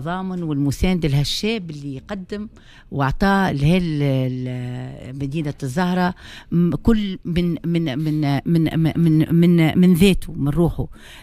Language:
Tunisian Arabic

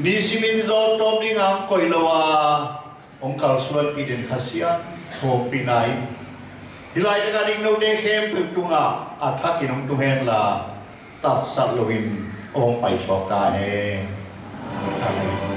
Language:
Tedim Chin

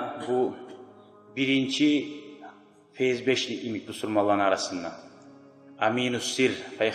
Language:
Kumyk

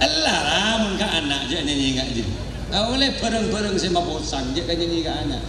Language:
Madurese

